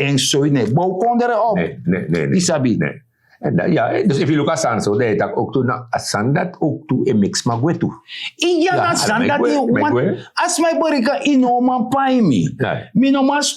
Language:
Sranan Tongo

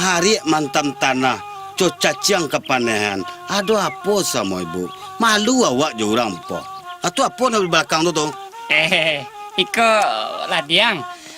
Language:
Minangkabau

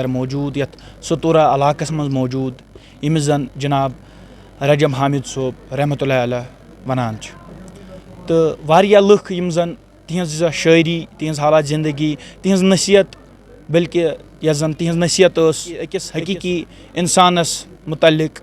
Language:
Kashmiri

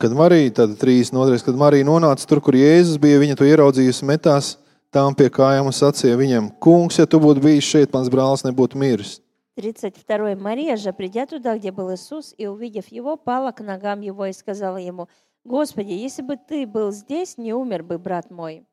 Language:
Latvian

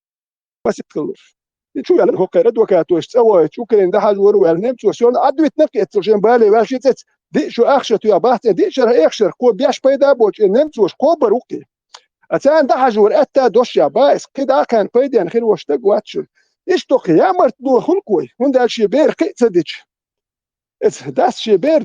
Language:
Chechen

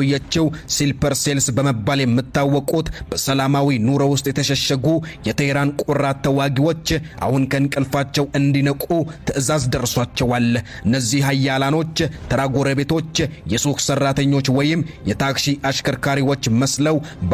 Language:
Amharic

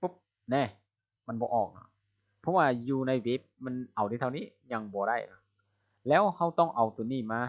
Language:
Lao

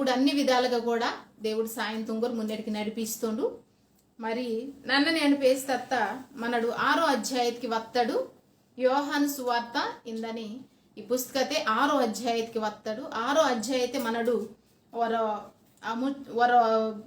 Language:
Koya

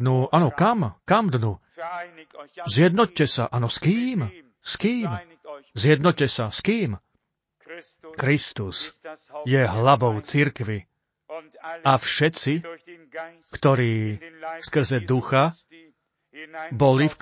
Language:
Slovak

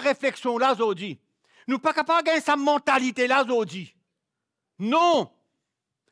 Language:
Morisyen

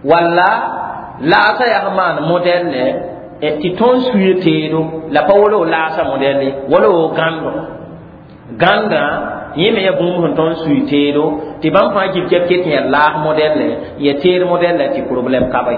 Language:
Mossi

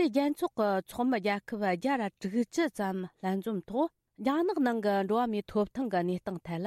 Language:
Tibetan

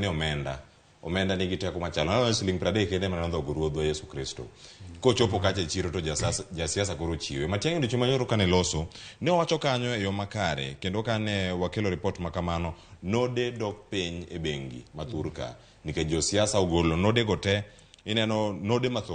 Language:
Luo (Kenya and Tanzania)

